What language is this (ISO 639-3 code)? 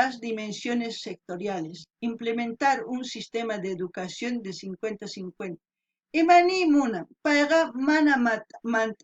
quh